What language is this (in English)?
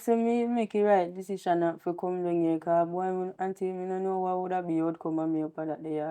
Jamaican Creole English